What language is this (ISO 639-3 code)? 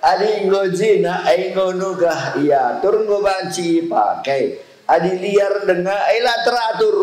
btx